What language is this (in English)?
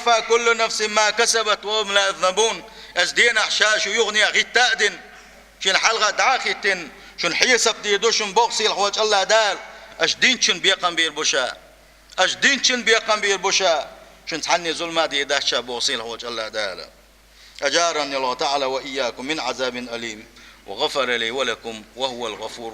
Chechen